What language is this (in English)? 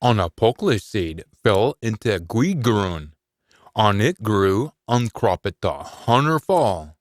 Scots